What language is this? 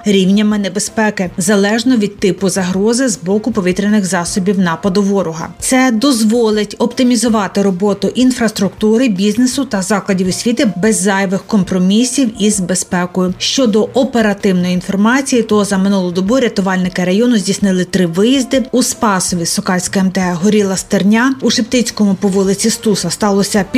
Ukrainian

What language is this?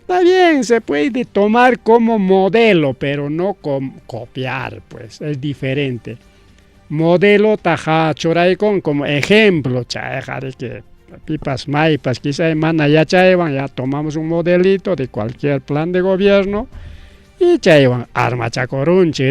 Ayacucho Quechua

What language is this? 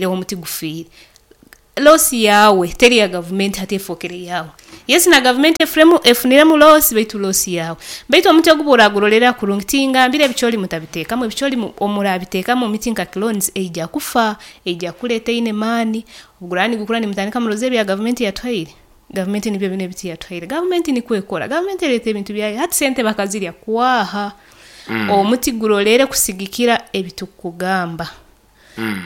Nyoro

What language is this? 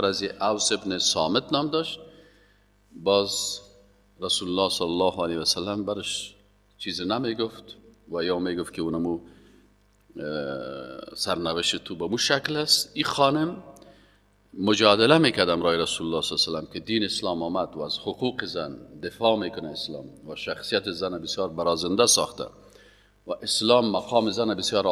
Persian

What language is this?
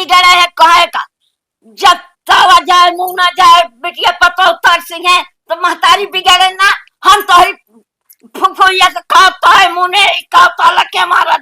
Awadhi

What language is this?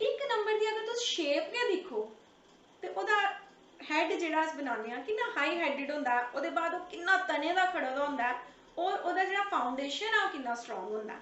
Dogri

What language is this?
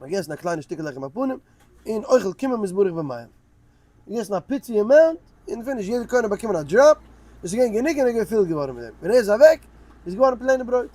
Yiddish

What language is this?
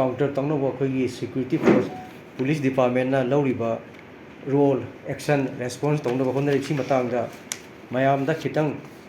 Manipuri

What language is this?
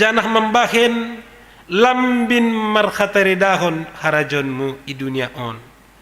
Batak Simalungun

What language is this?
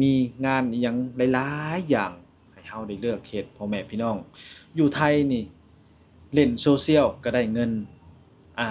Lao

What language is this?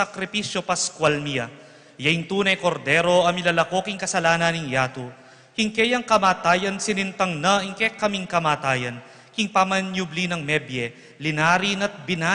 Pampanga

